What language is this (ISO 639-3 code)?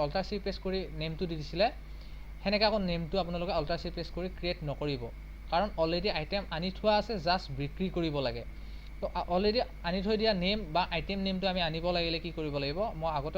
asm